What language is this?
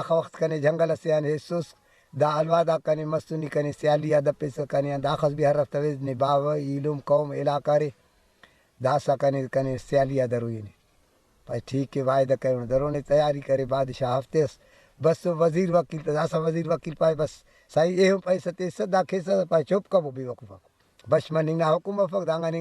Brahui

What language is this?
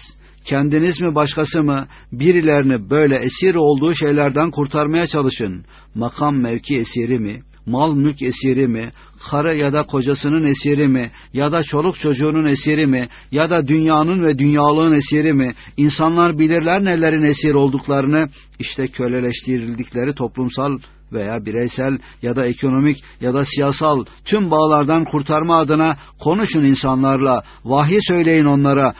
Turkish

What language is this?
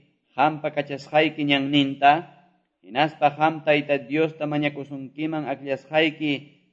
Quechua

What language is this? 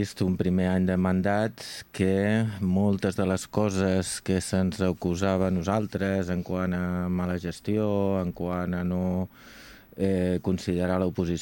Catalan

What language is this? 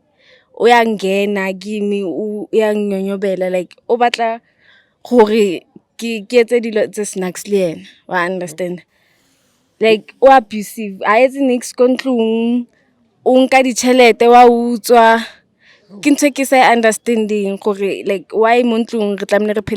Zulu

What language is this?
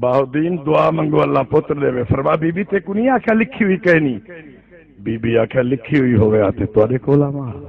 Saraiki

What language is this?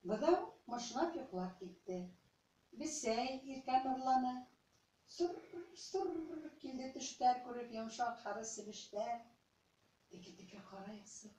Bashkir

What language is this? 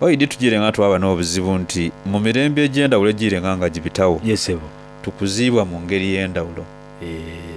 Soga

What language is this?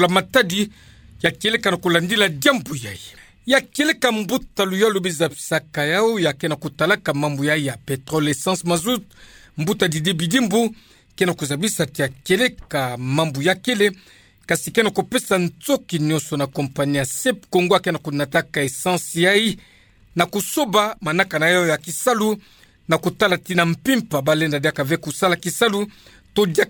Kituba (Democratic Republic of Congo)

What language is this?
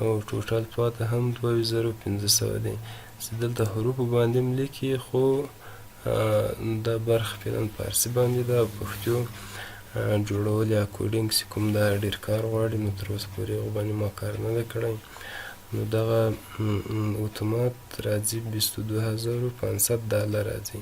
Pashto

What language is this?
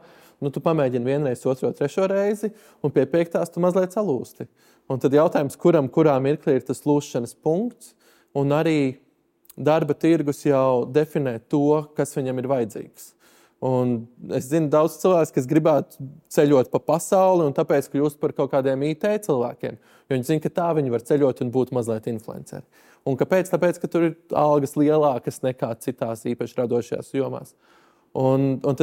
Latvian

